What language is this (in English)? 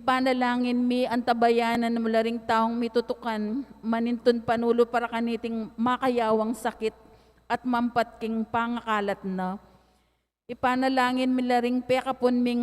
Pampanga